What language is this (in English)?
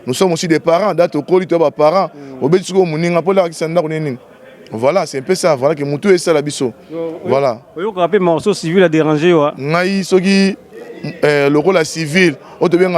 Lingala